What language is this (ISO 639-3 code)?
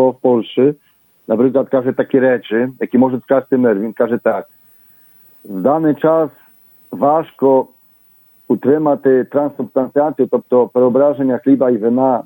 ukr